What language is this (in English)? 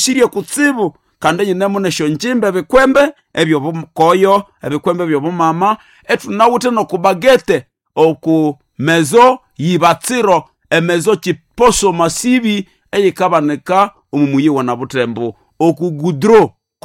Nande